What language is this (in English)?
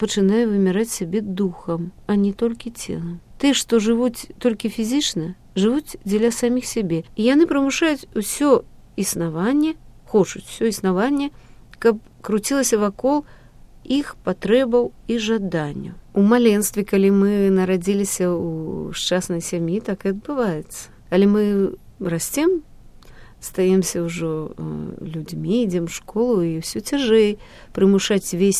Belarusian